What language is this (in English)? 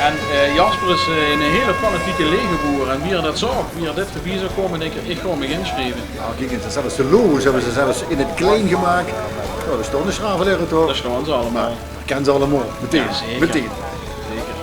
Limburgish